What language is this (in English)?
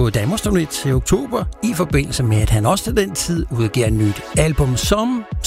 Danish